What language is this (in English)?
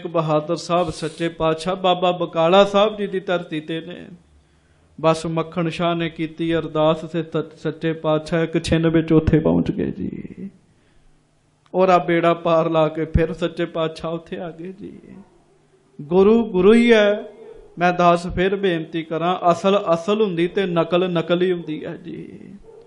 Punjabi